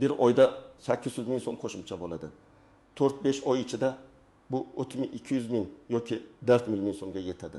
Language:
Uzbek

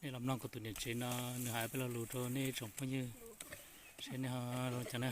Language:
Hmong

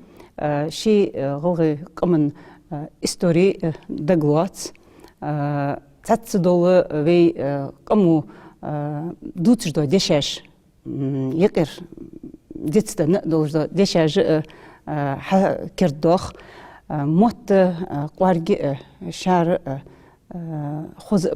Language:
Ingush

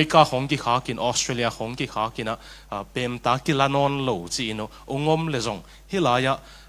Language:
Tedim Chin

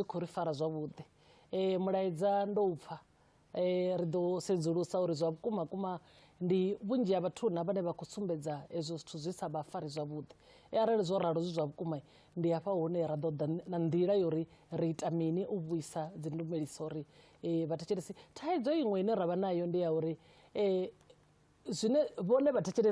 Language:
Venda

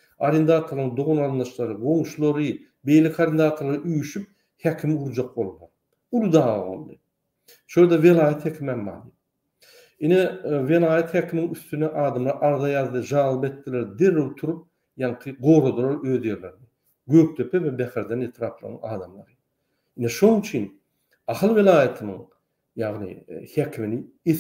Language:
Turkmen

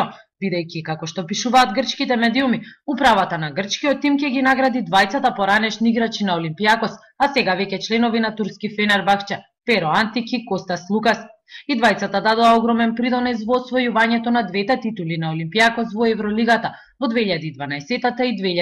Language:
Macedonian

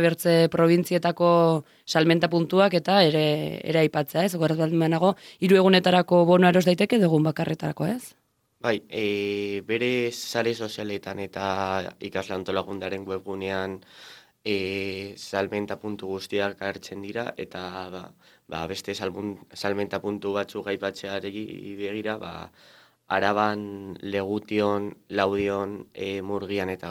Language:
Basque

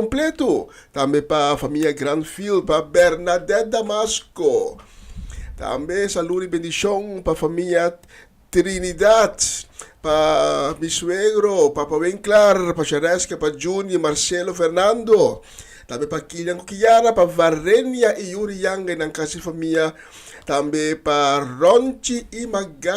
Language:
Papiamento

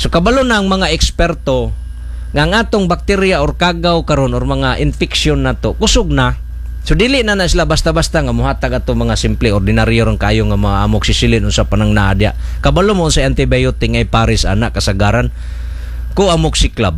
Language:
Cebuano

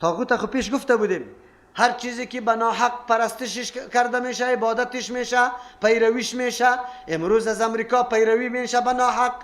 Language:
Persian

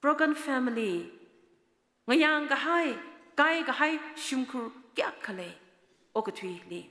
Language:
Tangkhul Naga (India)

